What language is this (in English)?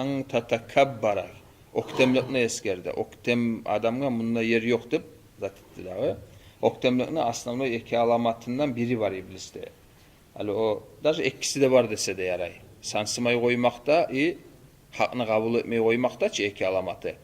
Kumyk